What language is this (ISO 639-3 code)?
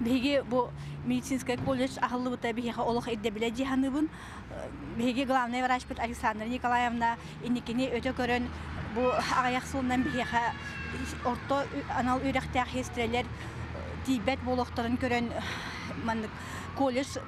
sah